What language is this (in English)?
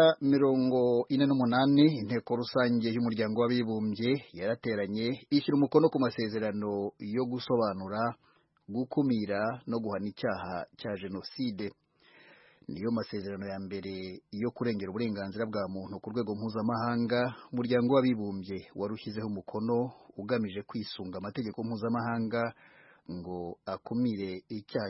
Kinyarwanda